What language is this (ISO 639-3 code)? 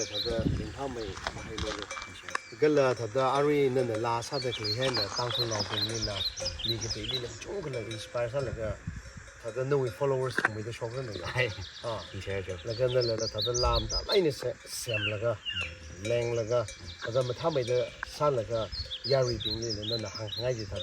nmf